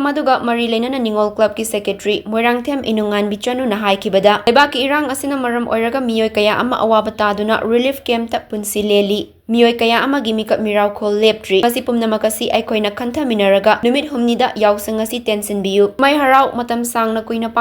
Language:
Manipuri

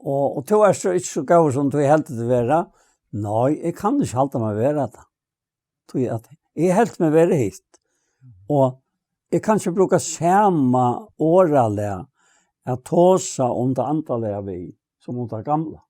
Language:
Faroese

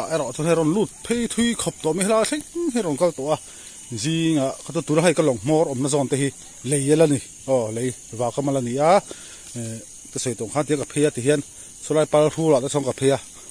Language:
Mizo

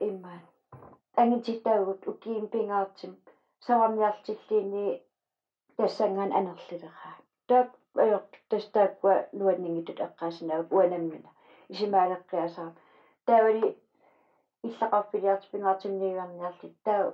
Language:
Kalaallisut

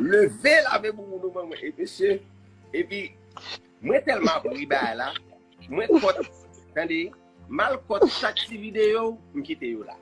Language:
Haitian Creole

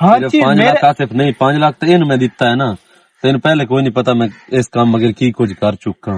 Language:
Western Panjabi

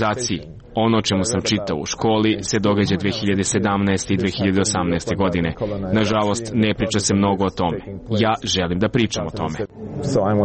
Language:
Serbian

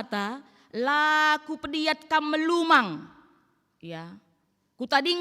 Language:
Batak Karo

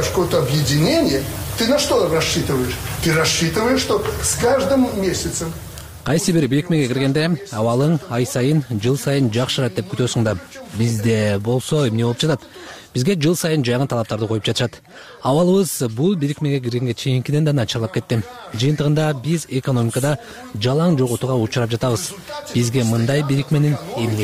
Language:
Kyrgyz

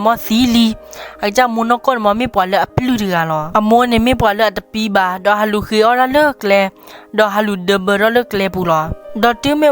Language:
S'gaw Karen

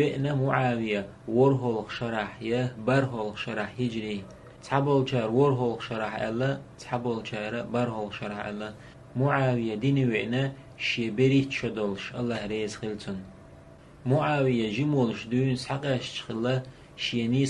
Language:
Chechen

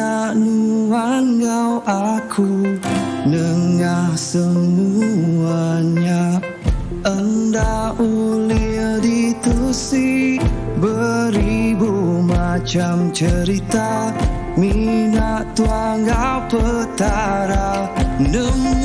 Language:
Iban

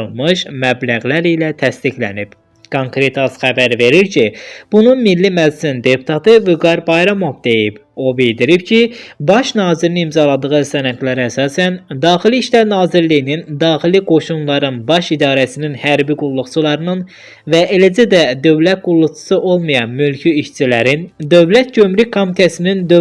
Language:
Azerbaijani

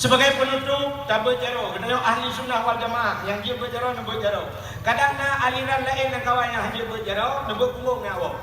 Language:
Achinese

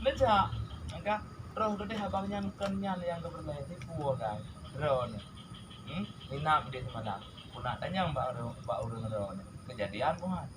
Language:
Achinese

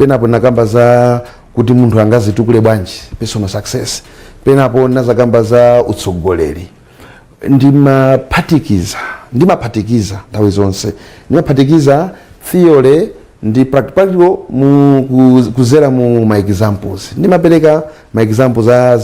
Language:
Nyanja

